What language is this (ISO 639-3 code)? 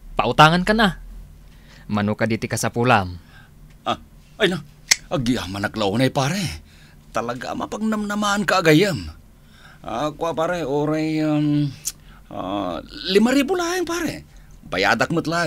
ilo